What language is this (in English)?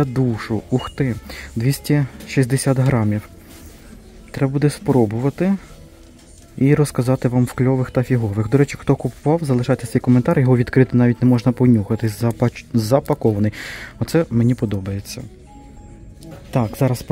Ukrainian